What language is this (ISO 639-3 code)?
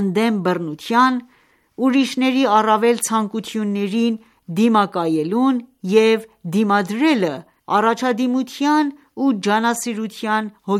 hye